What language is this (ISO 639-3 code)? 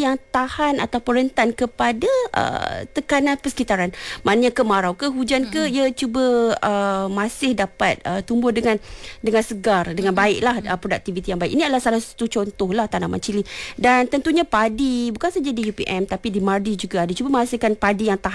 msa